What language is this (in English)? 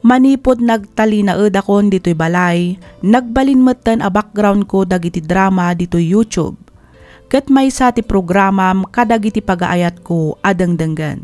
Iloko